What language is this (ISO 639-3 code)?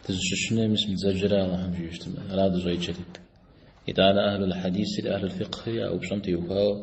kbd